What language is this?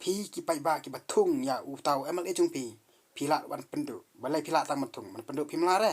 Khasi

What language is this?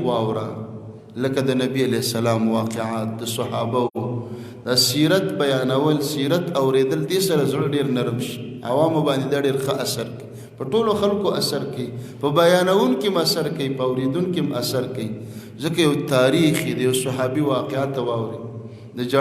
Pashto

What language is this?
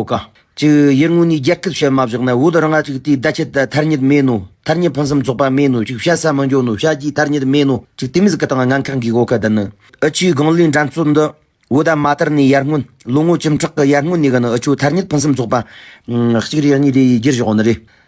Tibetan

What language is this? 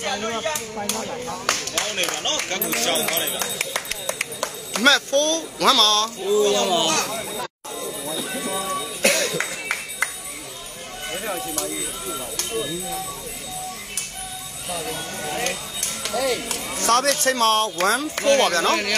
Burmese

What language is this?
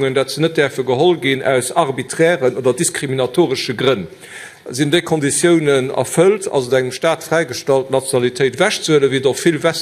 Luxembourgish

